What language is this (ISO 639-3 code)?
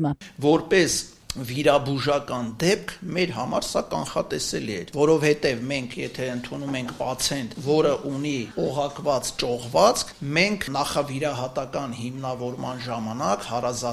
hye